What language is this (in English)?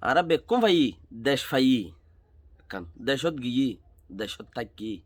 Rohingya